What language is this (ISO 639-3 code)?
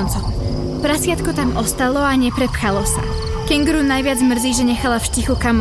slk